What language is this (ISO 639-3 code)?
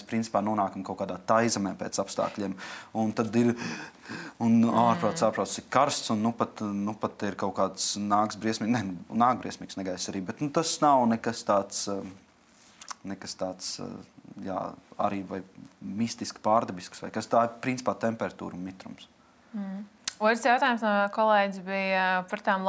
lav